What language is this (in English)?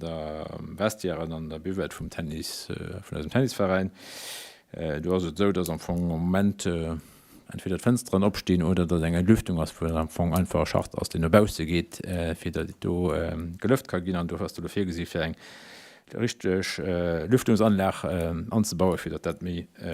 Luxembourgish